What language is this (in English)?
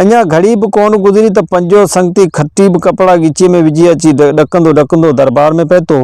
Sindhi